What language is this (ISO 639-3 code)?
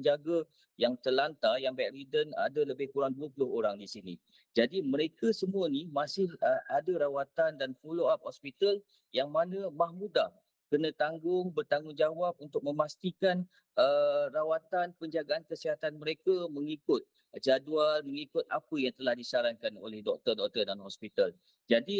msa